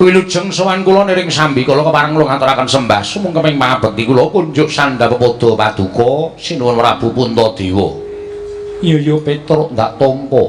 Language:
Javanese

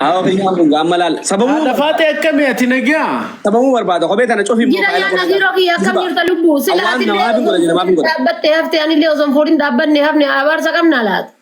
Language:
Oromo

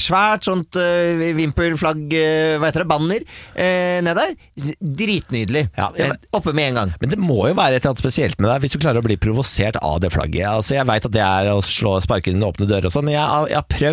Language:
Norwegian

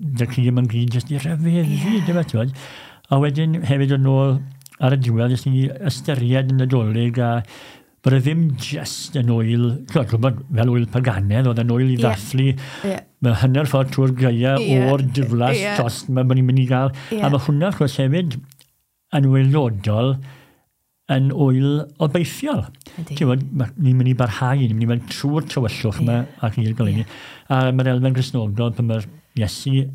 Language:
Welsh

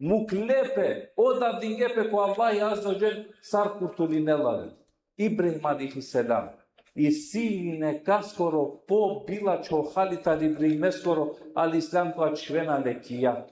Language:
Balkan Romani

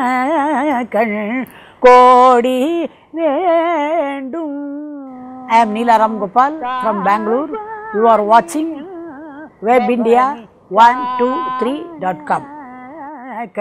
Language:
Tamil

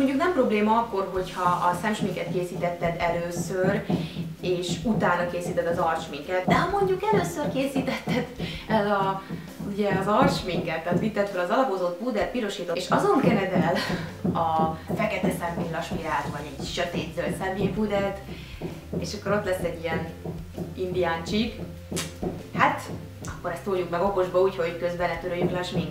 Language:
Hungarian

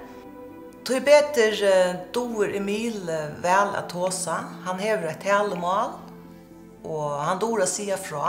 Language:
Faroese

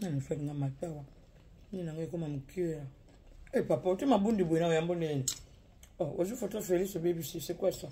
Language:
Lingala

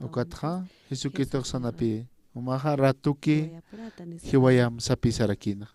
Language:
Aymara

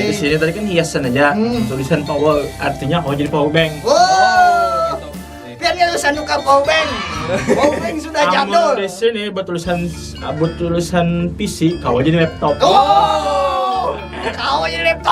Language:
Banjar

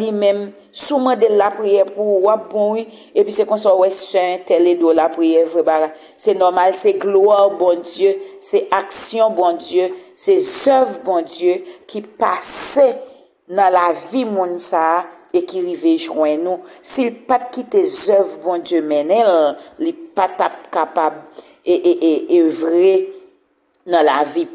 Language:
Haitian Creole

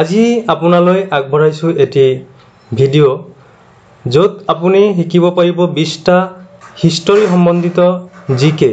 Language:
Assamese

